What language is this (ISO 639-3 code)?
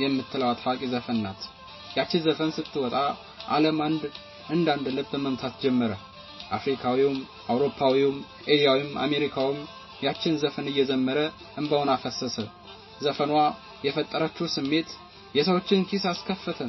amh